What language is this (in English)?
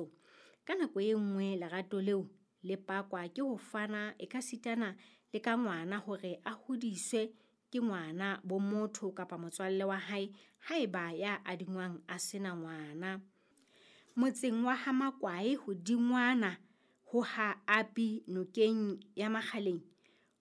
Southern Sotho